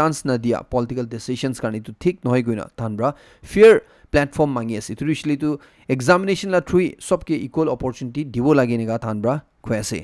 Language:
Naga Pidgin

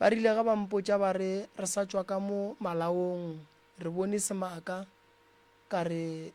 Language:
Northern Sotho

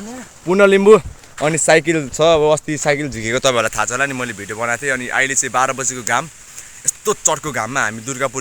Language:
Nepali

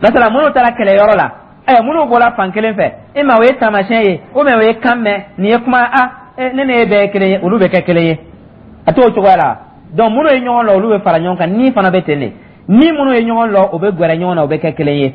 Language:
Dyula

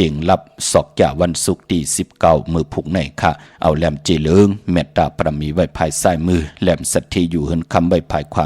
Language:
Shan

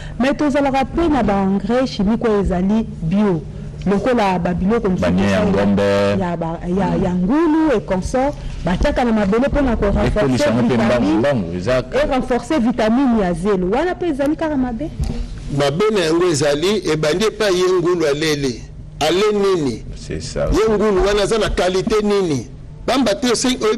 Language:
Lingala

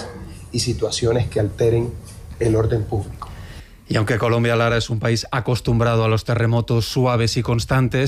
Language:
Spanish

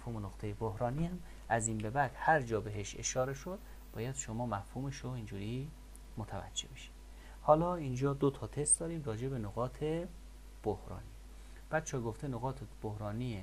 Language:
Persian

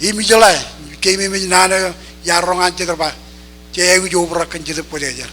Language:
Marshallese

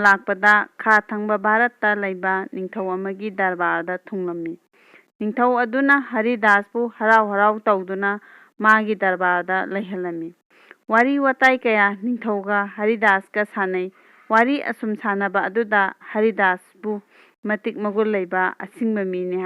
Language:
Manipuri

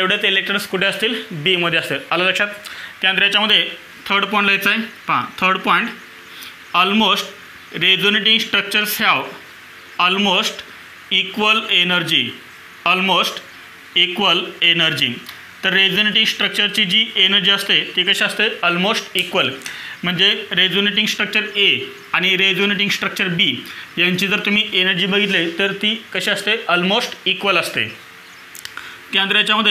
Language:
Marathi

